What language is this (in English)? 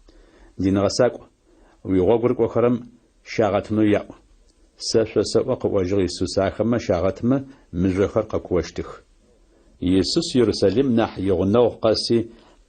Adyghe